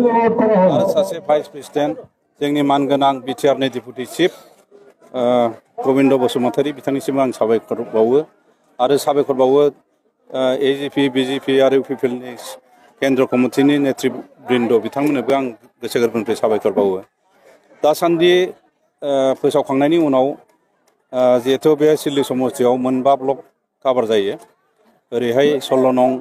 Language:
Bodo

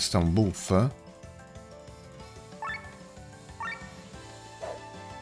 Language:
Italian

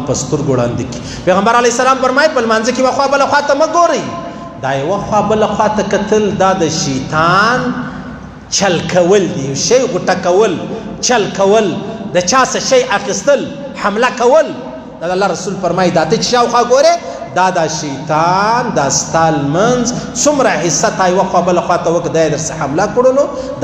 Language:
Pashto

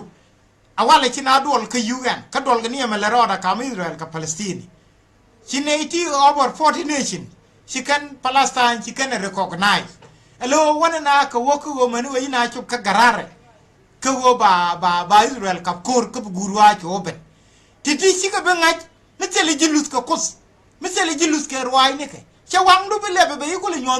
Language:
Nuer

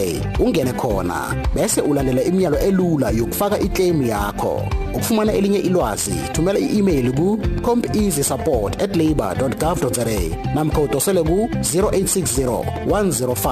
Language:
South Ndebele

